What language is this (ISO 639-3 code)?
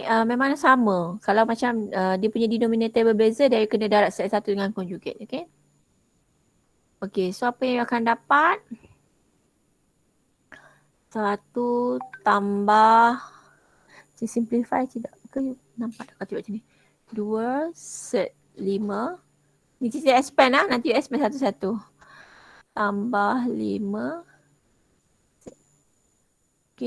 msa